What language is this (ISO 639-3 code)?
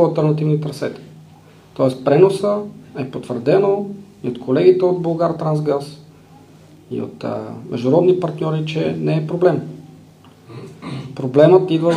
bul